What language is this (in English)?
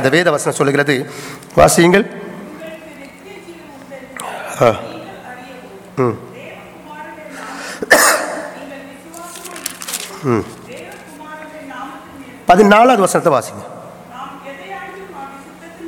Tamil